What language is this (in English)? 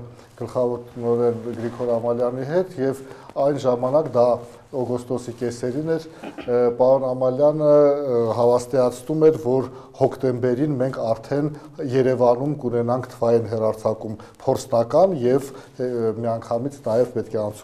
Armenian